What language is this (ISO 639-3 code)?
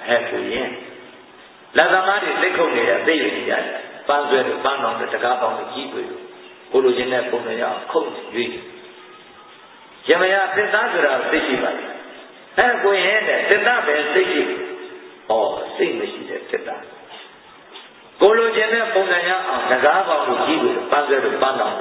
mya